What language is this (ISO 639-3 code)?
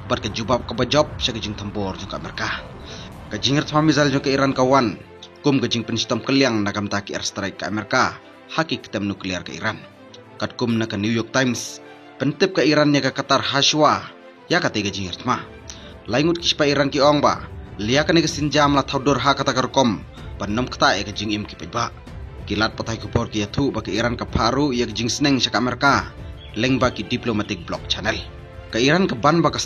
kha